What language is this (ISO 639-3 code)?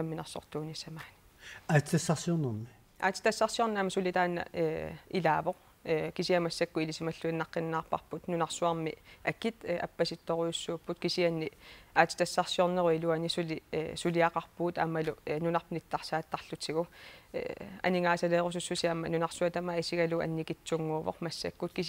kal